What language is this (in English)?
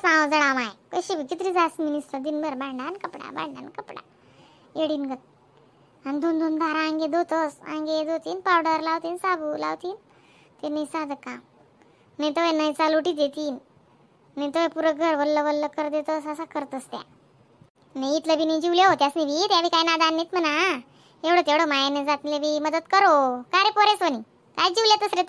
Khandesi